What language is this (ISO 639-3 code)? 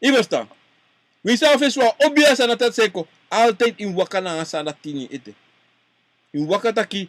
srn